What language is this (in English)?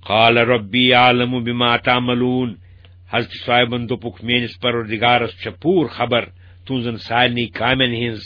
Kashmiri